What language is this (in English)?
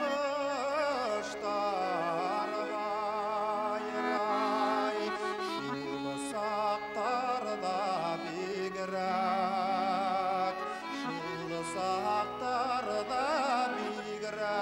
Bashkir